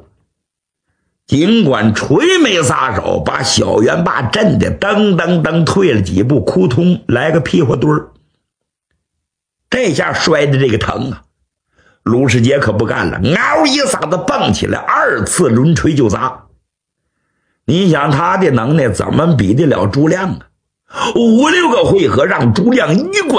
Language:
Chinese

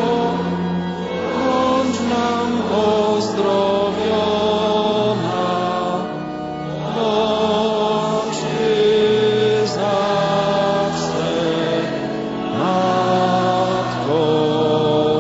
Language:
Polish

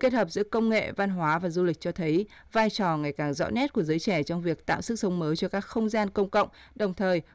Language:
Vietnamese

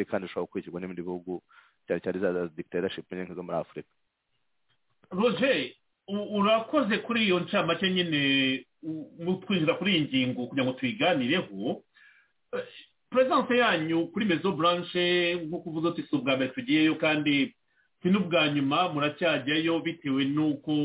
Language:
Kinyarwanda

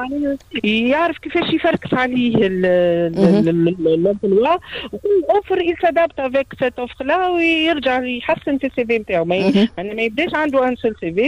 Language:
Tunisian Arabic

